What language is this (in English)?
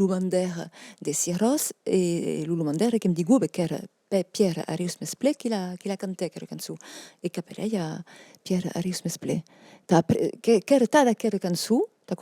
Occitan